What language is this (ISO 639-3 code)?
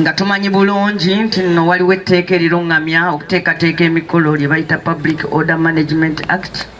lug